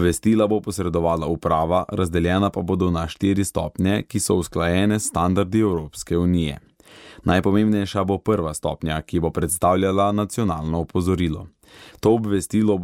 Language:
Slovenian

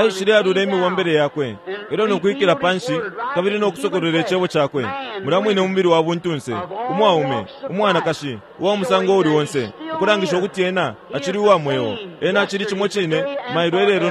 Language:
Bemba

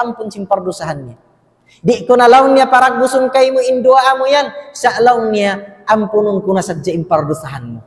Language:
Tausug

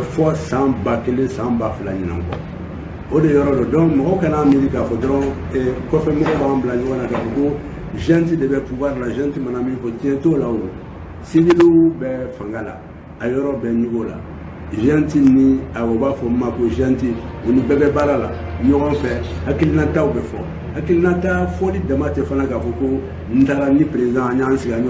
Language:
Bambara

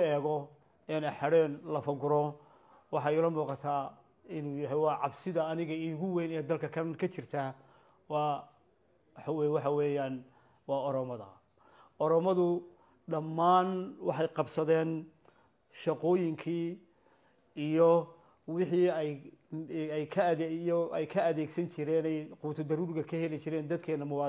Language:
Somali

